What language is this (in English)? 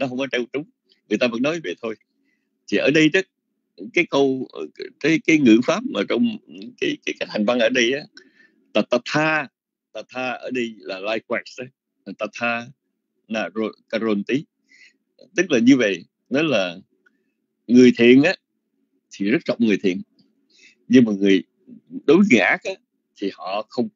Vietnamese